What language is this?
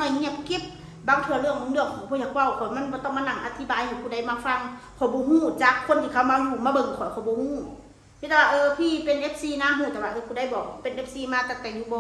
Northeastern Thai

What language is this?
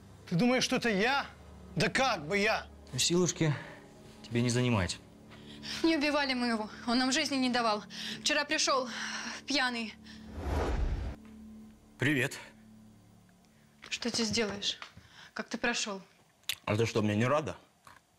Russian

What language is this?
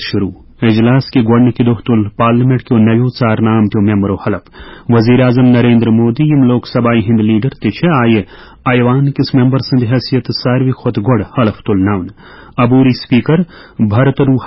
Kashmiri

